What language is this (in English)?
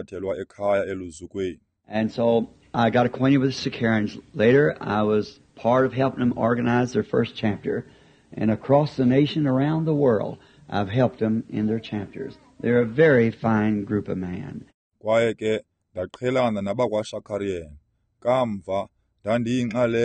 Xhosa